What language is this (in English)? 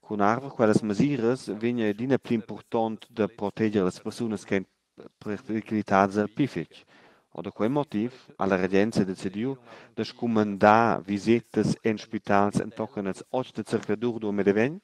Romansh